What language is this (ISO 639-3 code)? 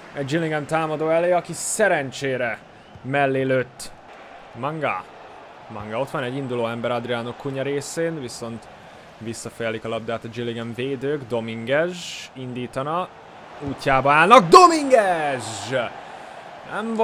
hun